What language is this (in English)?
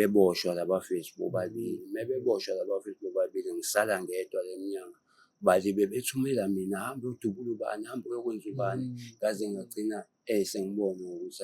Zulu